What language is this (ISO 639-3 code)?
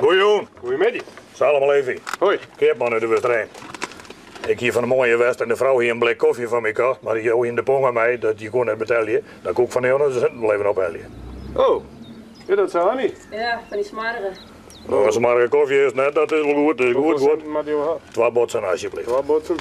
fry